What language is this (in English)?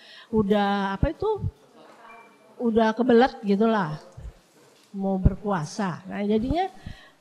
Indonesian